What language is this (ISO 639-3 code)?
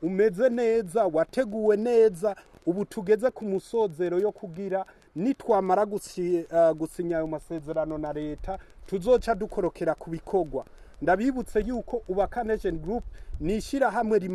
run